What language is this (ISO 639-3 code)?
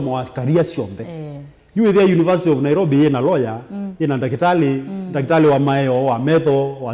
kam